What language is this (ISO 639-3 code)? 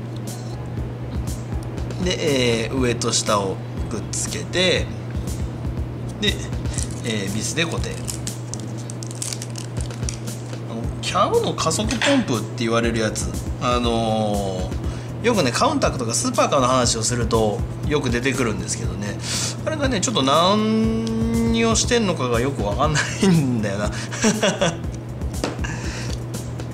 jpn